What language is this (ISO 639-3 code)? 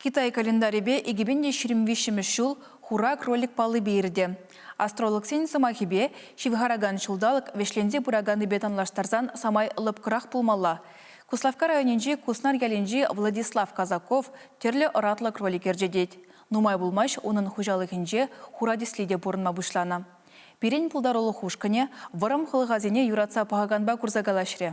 chv